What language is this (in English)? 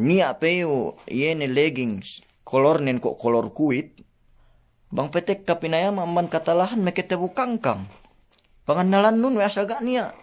Yakan